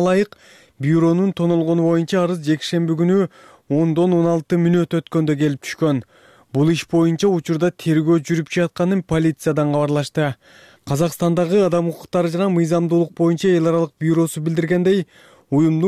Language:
Kyrgyz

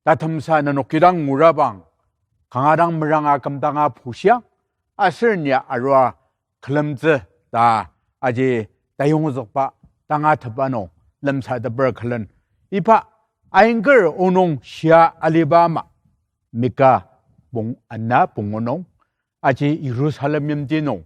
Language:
Ao Naga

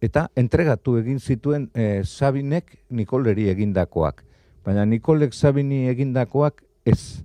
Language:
Basque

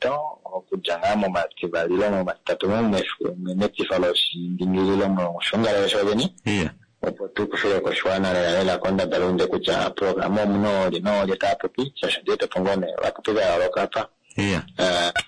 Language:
Swahili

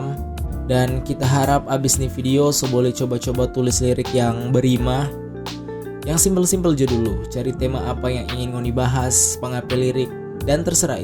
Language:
Manado Malay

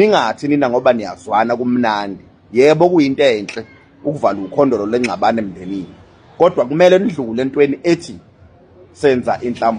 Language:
Zulu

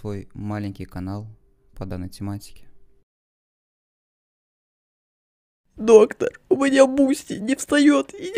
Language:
Russian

